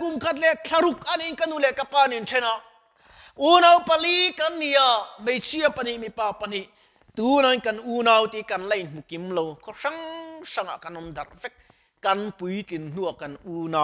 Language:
Mizo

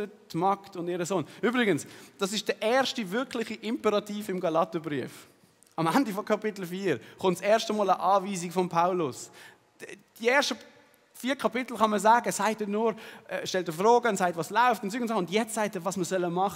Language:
Swiss German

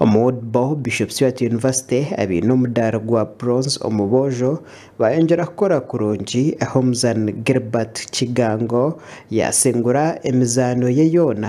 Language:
Nyankole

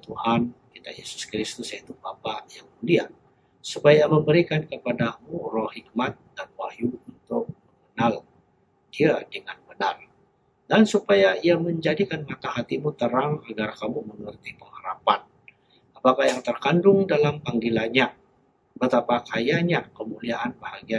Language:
Indonesian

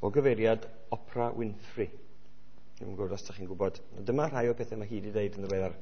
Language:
Welsh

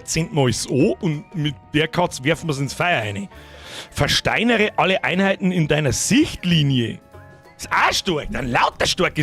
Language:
Bavarian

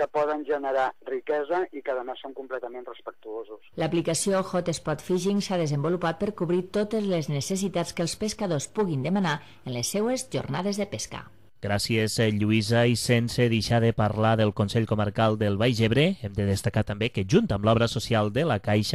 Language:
Catalan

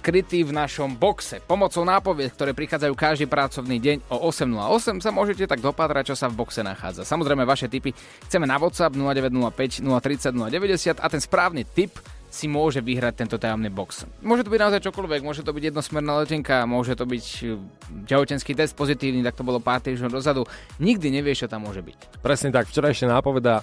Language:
Slovak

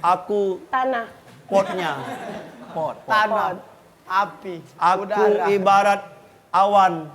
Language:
Musi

